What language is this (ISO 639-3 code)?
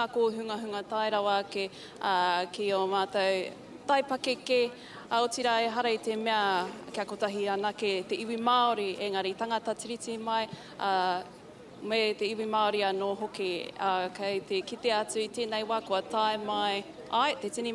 mri